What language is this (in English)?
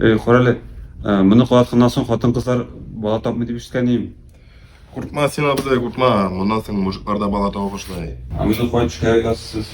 Tatar